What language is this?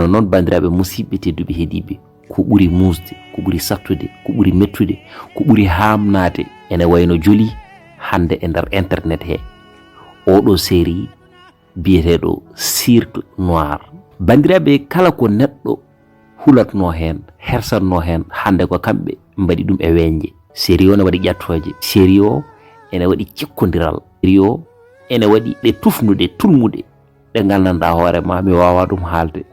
Fula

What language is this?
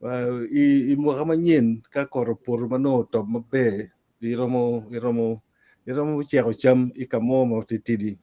Acoli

